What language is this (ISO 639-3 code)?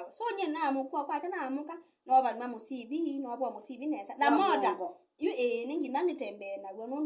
kam